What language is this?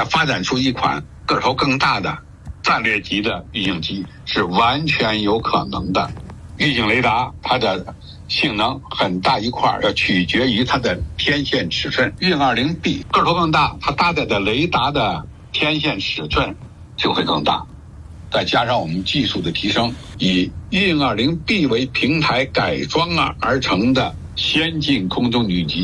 Chinese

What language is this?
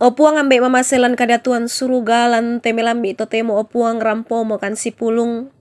Toraja-Sa'dan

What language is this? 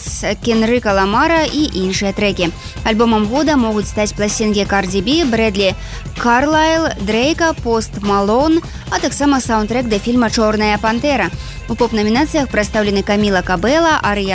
Belarusian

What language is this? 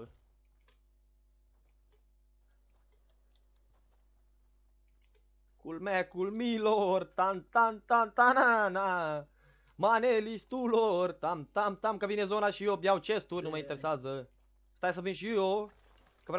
Romanian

